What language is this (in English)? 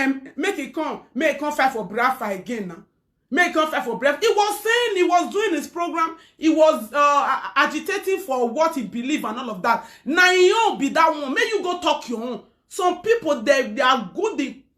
Nigerian Pidgin